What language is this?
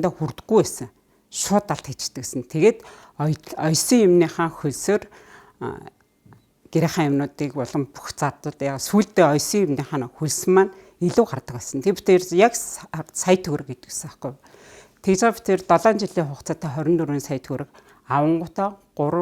Mongolian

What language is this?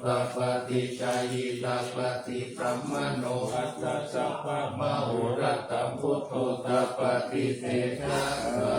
Pali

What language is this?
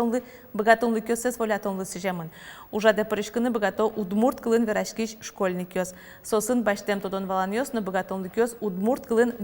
Udmurt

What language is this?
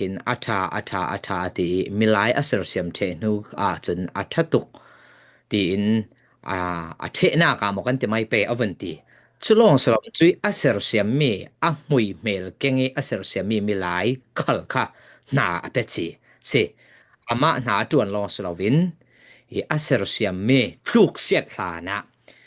Falam Chin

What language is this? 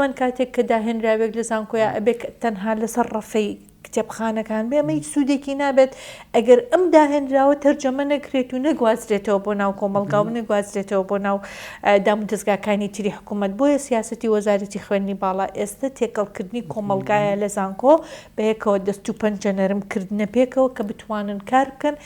Central Kurdish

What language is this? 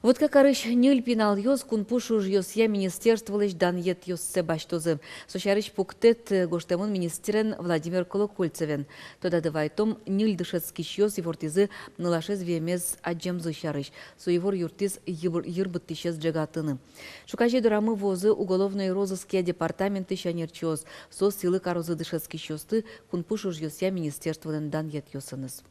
Udmurt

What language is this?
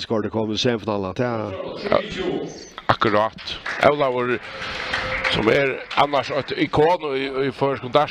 Faroese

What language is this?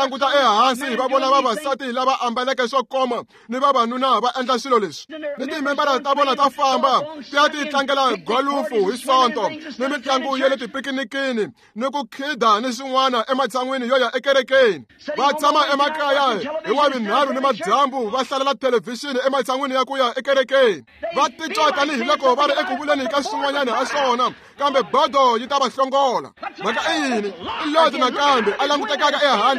Tsonga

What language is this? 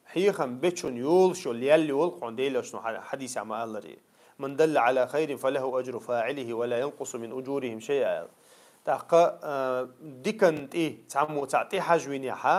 Chechen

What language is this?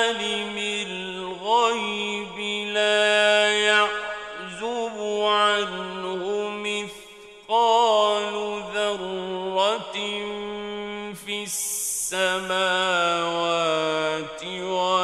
Arabic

